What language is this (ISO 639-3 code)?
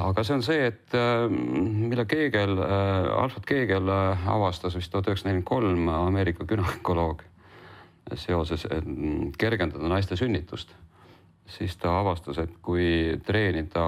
est